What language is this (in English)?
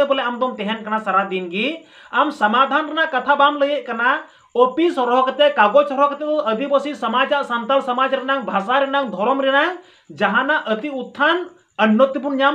Santali